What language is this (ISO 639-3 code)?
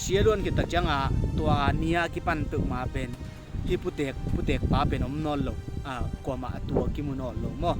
ctd